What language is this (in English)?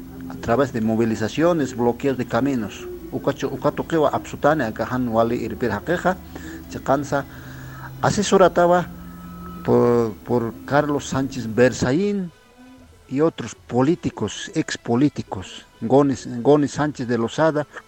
Aymara